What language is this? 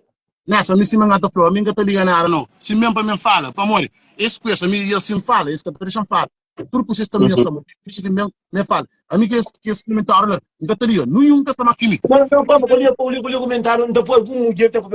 Kabuverdianu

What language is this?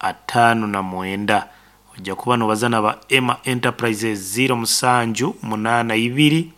Nyankole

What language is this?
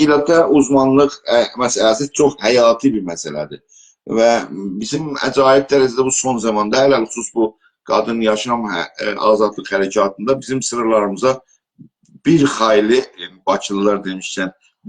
South Azerbaijani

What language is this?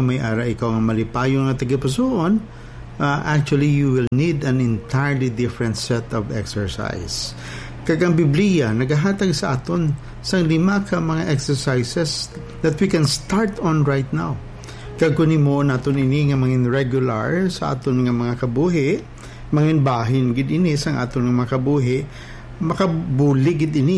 Hiligaynon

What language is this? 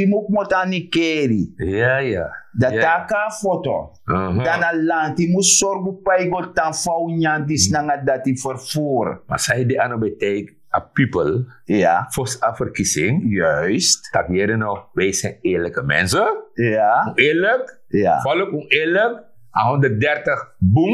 Sranan Tongo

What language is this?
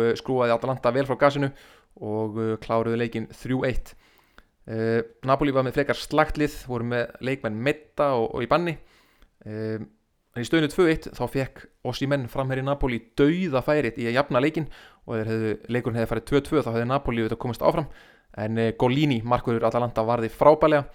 Icelandic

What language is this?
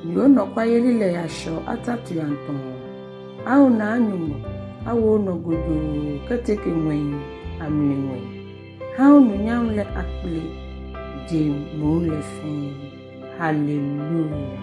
Ga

